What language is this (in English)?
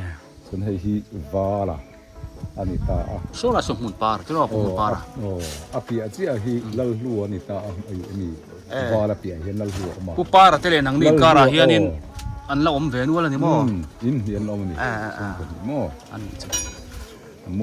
Biete